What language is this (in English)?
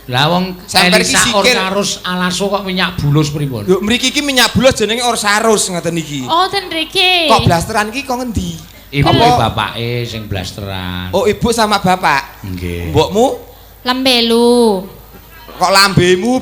Javanese